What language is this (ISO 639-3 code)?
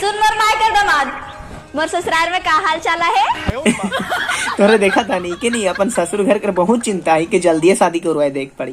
sck